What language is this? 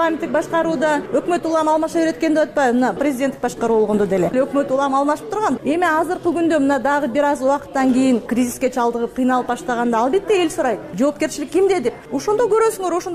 Kyrgyz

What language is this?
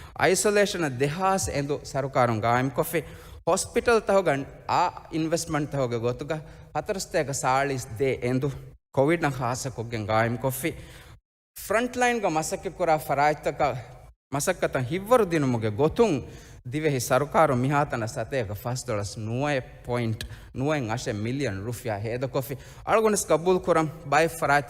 Divehi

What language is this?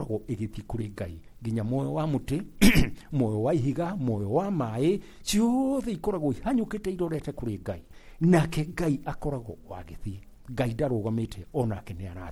Kikuyu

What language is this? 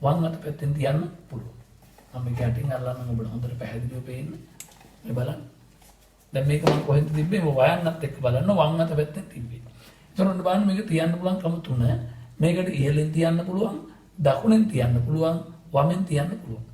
Sinhala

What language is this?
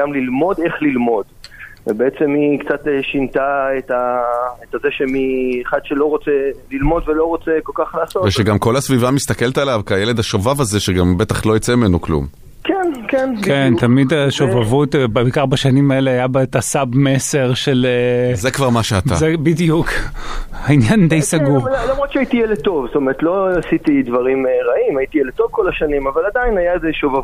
Hebrew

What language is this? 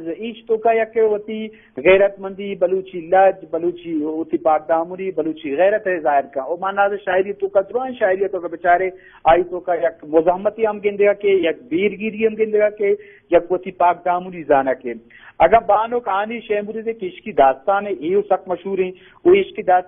Eastern Balochi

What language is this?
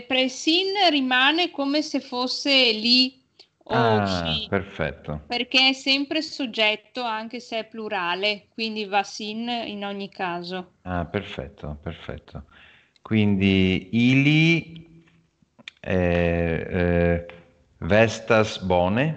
Italian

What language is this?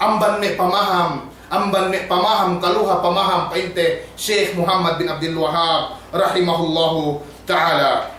Yakan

